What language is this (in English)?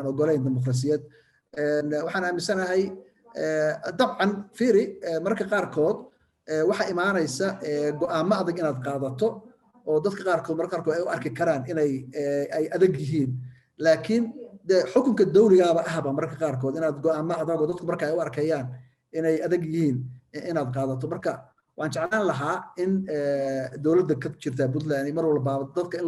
Somali